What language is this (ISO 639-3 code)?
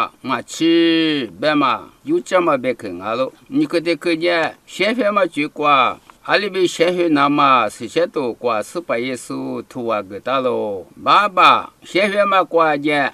lis